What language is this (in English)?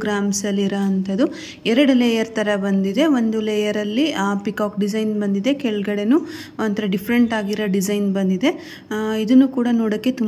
Kannada